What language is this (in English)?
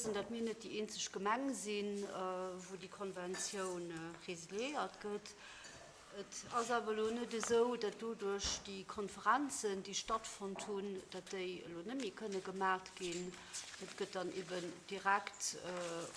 Luxembourgish